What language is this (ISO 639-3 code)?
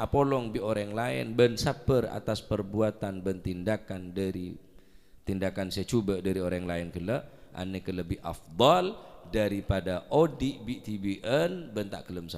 mad